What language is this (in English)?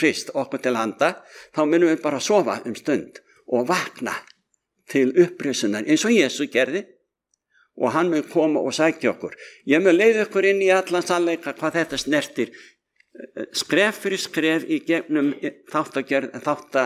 Icelandic